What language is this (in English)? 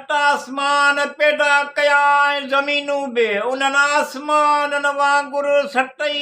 Sindhi